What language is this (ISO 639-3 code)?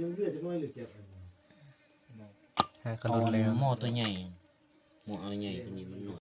tts